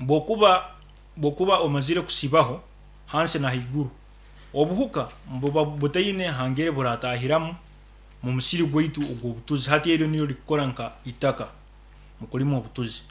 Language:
Nyankole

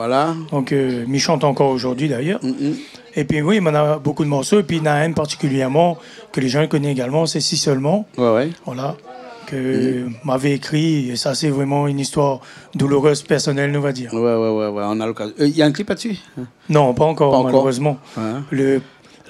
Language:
Réunion Creole French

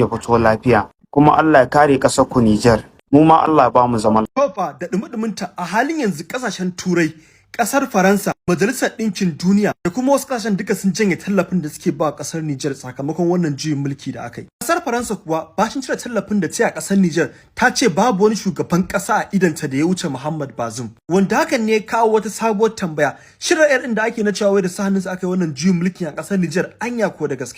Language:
Hausa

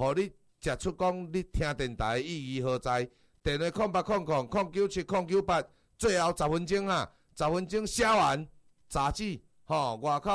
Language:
Min Nan Chinese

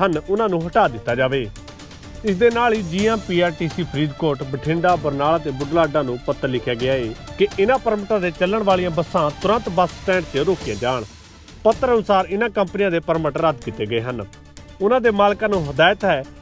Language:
Punjabi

